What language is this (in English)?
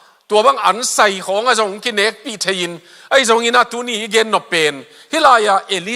Tedim Chin